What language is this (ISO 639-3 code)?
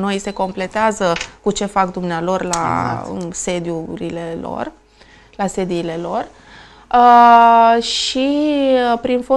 ron